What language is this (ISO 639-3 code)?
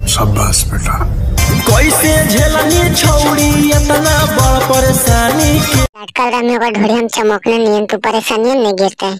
mag